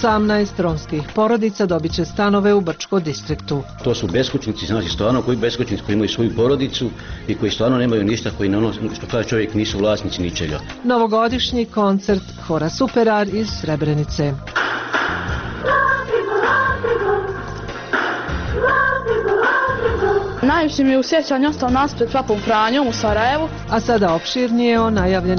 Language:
Bosnian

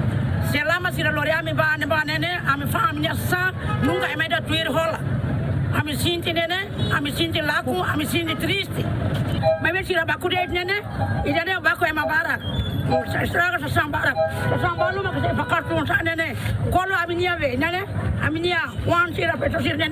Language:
Tetum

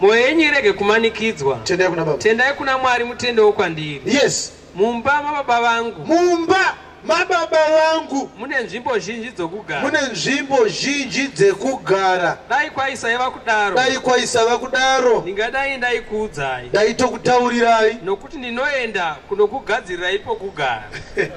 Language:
Shona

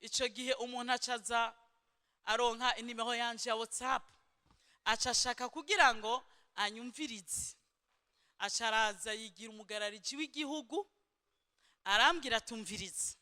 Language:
Rundi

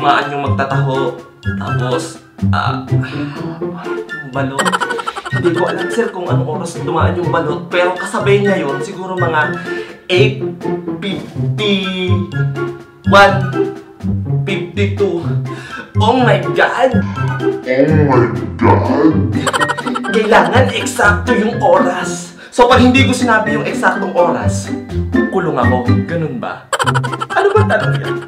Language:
Filipino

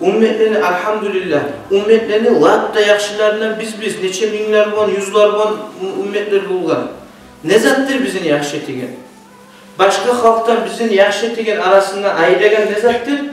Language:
Kumyk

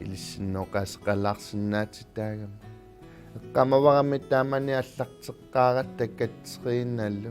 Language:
Kalaallisut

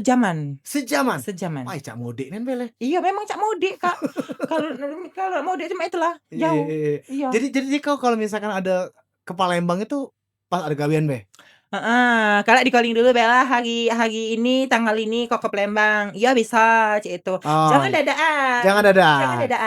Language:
Musi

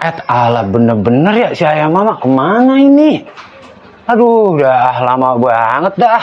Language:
Betawi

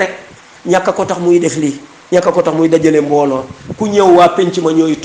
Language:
Wolof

